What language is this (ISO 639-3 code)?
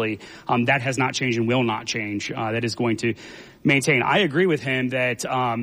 eng